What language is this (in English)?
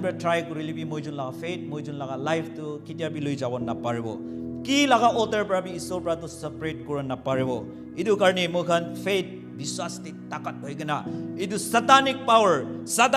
Naga Pidgin